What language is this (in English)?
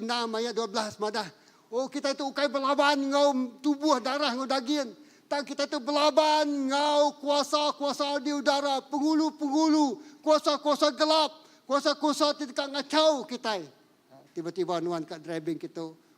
Iban